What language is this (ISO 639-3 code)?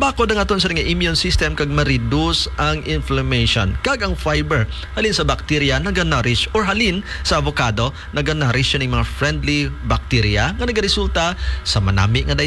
hil